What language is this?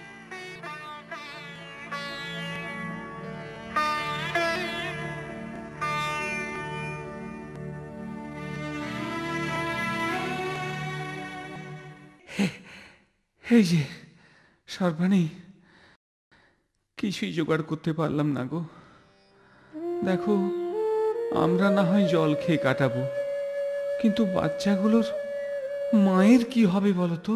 Bangla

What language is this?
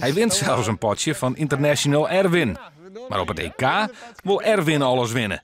Western Frisian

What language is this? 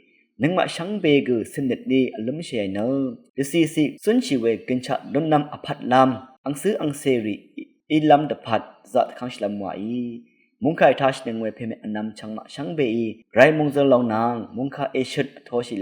Rawang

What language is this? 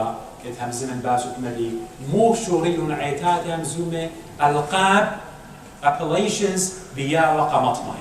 Assyrian Neo-Aramaic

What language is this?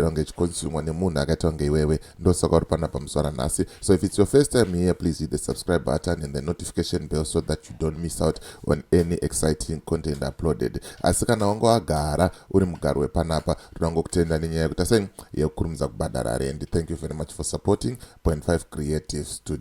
Shona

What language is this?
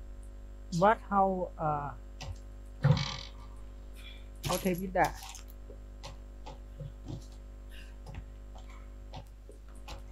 Vietnamese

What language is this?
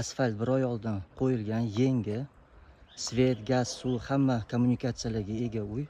Uzbek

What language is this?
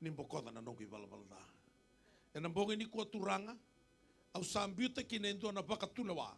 Fijian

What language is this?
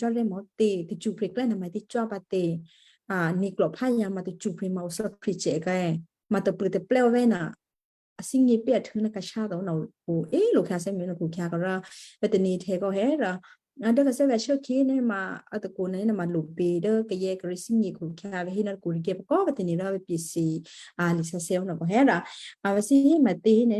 Western Kayah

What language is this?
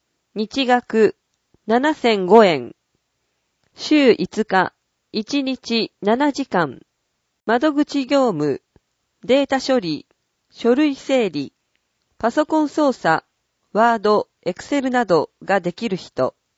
Japanese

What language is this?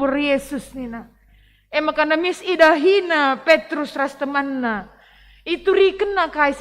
Batak Karo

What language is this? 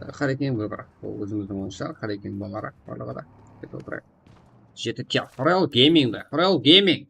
Kara-Kalpak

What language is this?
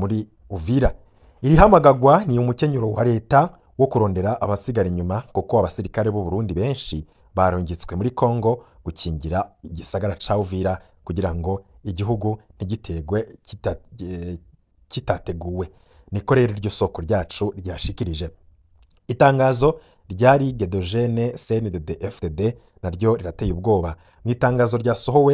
Rundi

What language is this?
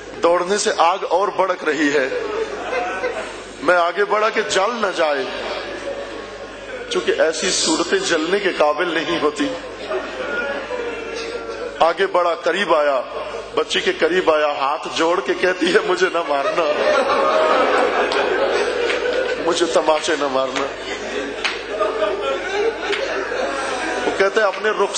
Urdu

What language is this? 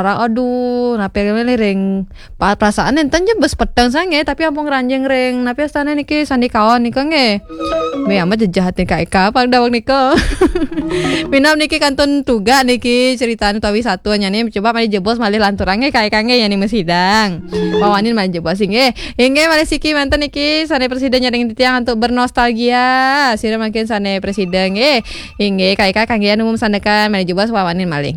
Balinese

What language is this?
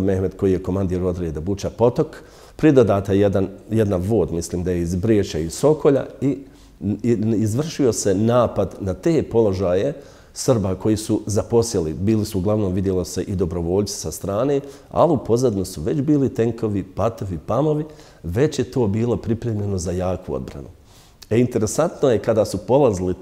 Bosnian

